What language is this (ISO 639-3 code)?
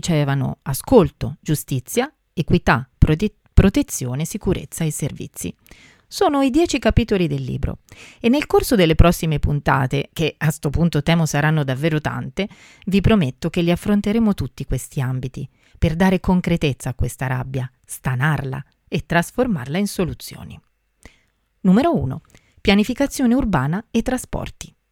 ita